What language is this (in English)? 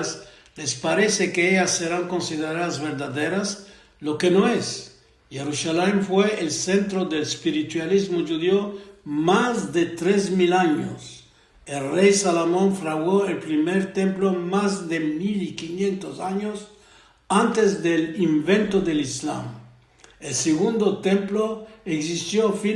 Ladino